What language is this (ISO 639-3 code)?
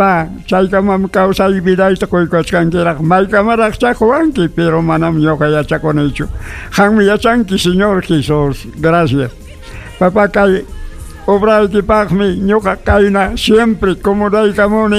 quy